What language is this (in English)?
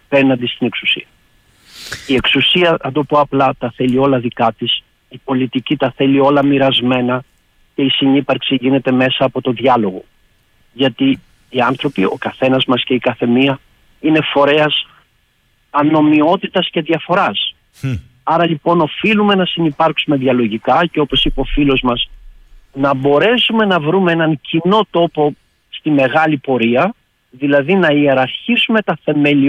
Greek